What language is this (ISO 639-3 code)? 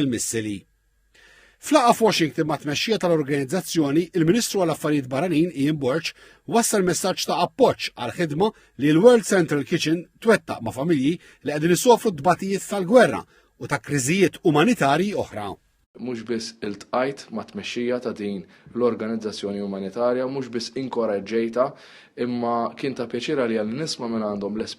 mlt